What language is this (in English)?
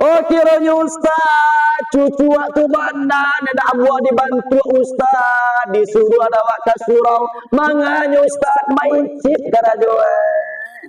Minangkabau